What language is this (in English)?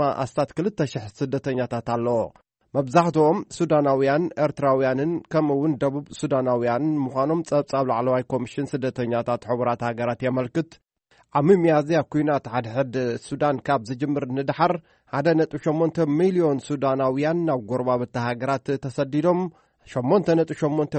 Tigrinya